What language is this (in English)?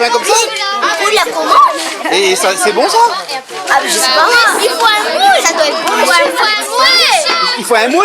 Réunion Creole French